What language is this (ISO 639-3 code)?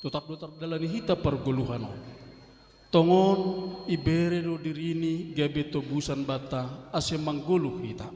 bts